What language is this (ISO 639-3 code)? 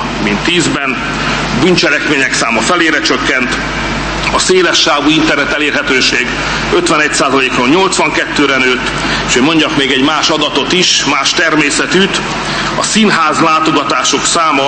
hun